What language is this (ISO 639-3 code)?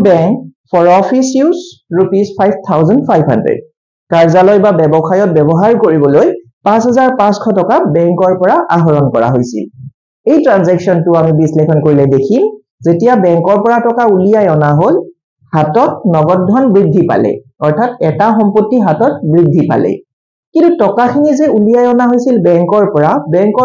asm